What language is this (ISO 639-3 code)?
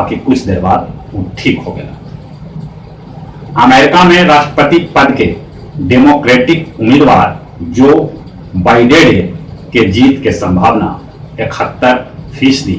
mag